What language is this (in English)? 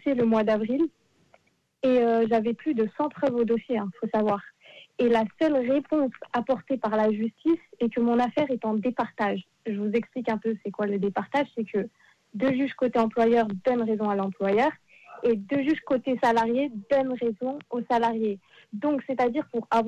French